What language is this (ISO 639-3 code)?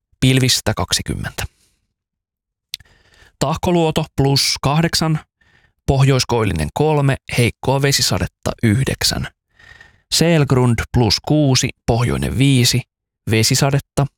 fin